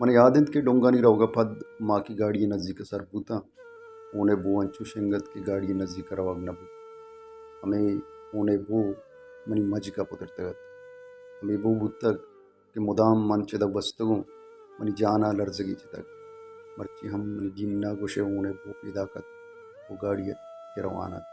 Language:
Baluchi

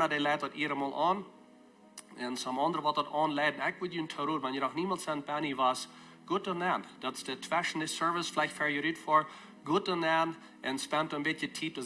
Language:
Plautdietsch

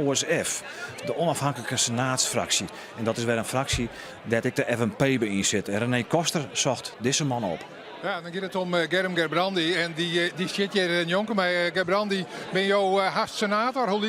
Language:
Western Frisian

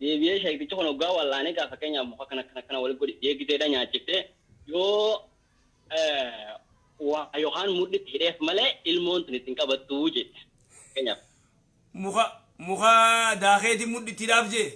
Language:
Oromo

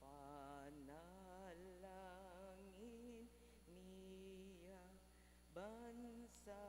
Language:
Pampanga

